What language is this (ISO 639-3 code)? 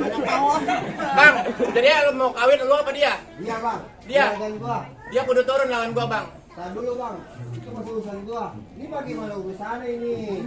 bew